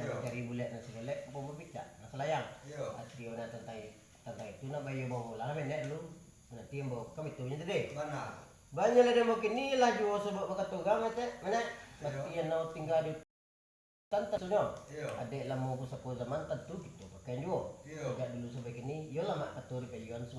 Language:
Minangkabau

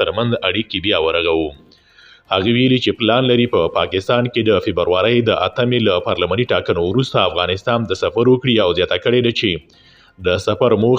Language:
Pashto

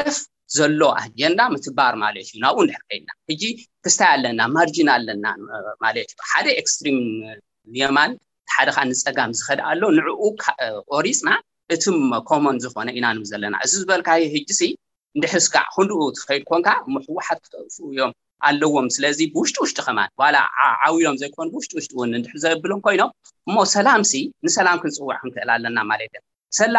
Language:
Tigrinya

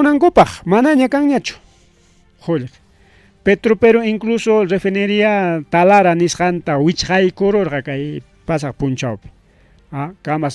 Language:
Ayacucho Quechua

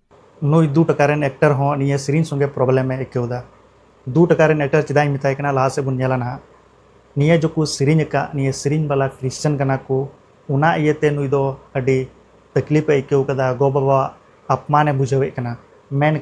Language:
Santali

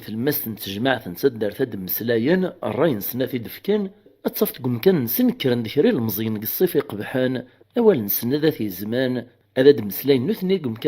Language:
Kabyle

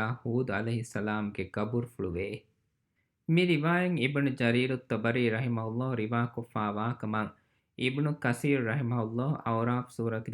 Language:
Divehi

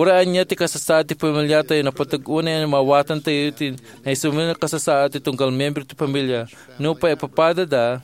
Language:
Iloko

